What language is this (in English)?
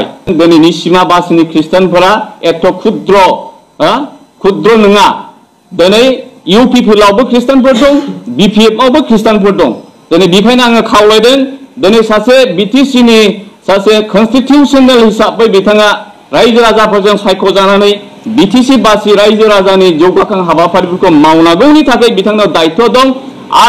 Bodo